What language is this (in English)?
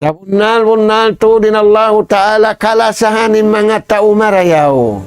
Tausug